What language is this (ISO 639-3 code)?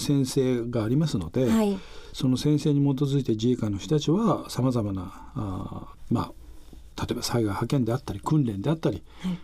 jpn